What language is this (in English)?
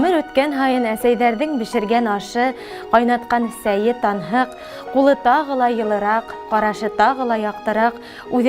Bashkir